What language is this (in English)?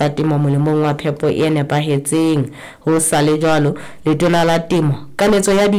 Southern Sotho